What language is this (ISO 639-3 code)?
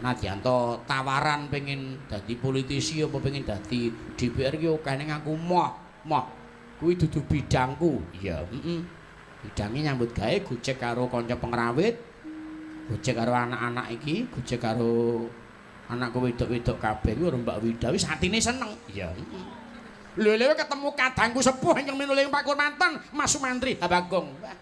jav